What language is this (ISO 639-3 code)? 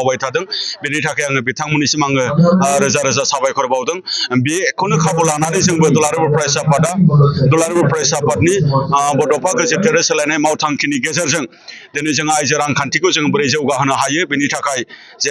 brx